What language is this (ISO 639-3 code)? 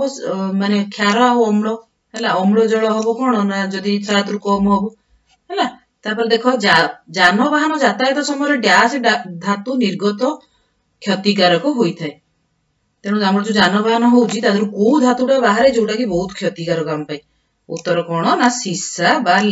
ori